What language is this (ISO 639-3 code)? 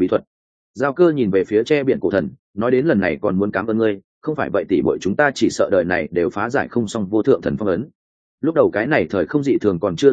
vie